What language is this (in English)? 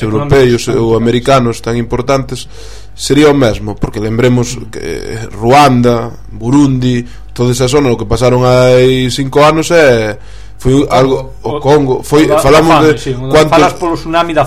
Galician